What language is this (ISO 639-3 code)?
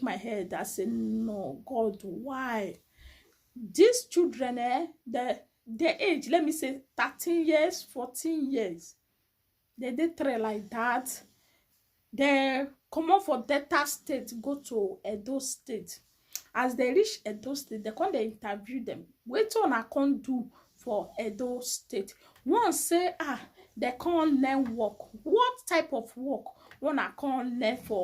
pcm